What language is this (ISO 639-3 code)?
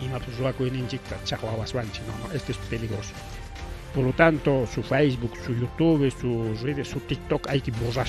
quy